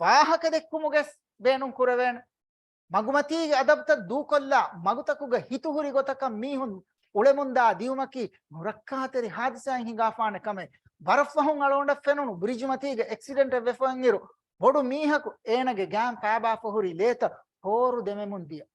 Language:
Divehi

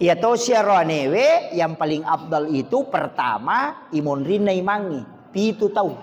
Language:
Buginese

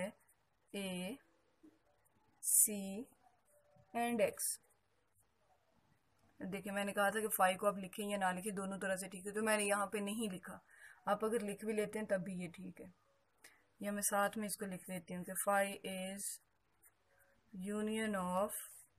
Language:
Hindi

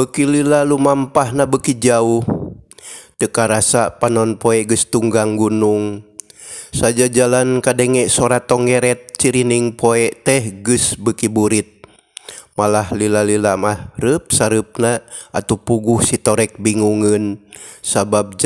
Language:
Sundanese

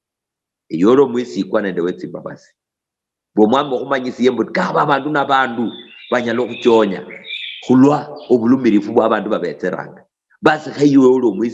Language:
Luyia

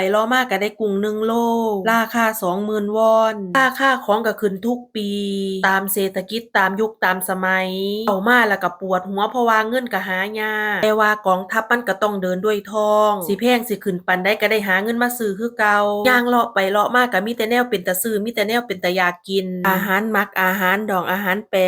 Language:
Northeastern Thai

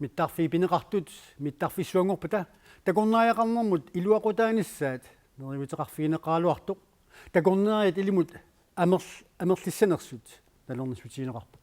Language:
Kalaallisut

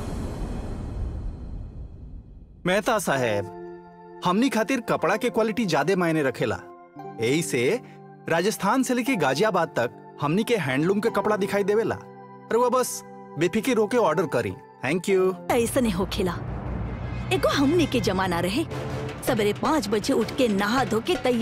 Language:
Bhojpuri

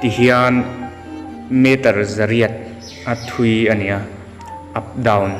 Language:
Mizo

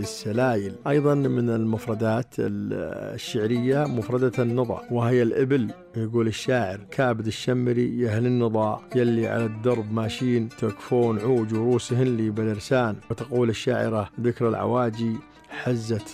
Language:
Najdi Arabic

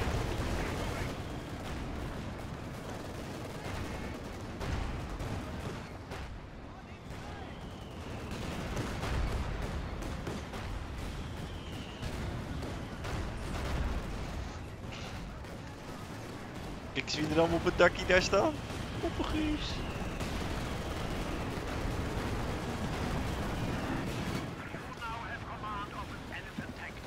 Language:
Dutch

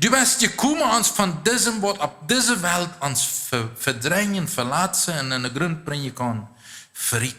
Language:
Plautdietsch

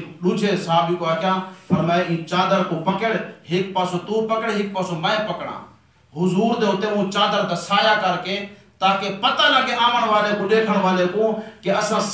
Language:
Saraiki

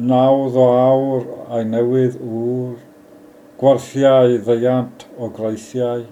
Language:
Welsh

